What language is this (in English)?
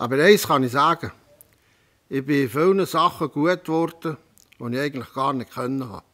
Swiss German